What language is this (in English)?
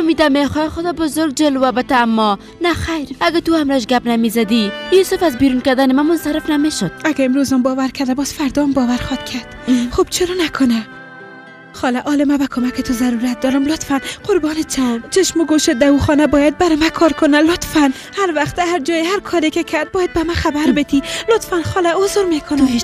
Persian